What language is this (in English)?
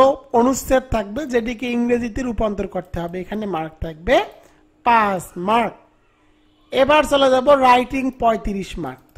Bangla